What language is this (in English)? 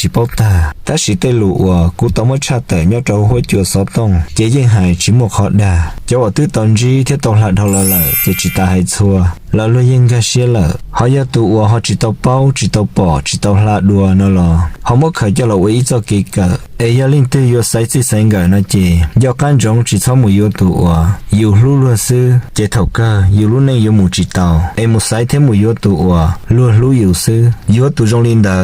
Hmong